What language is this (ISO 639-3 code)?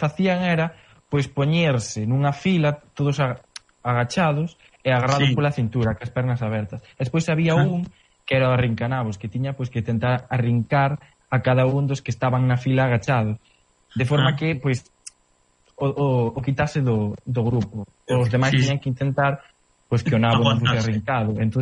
glg